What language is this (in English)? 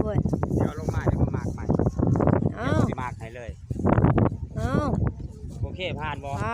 Lao